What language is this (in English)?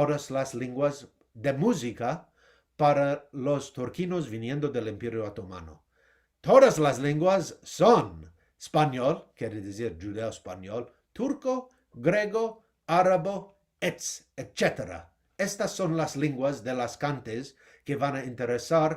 Ladino